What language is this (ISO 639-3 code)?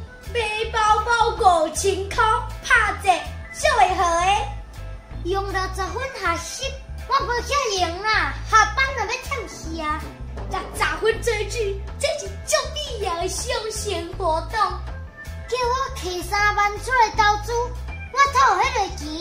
nan